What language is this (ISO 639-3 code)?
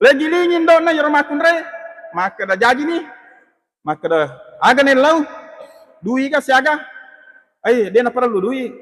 bug